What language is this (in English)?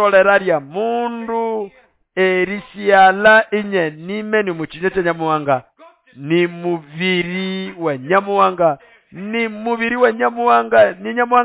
Nande